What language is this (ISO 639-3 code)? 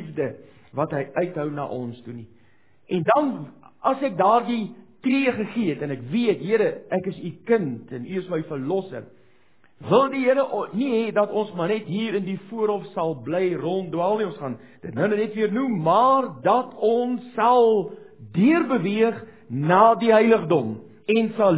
afr